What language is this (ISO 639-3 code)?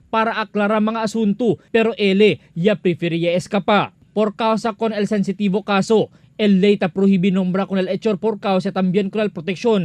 cbk